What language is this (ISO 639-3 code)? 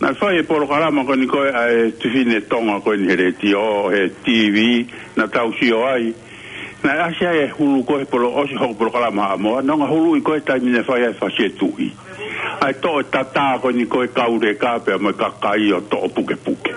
ton